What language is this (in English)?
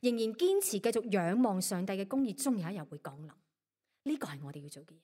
Cantonese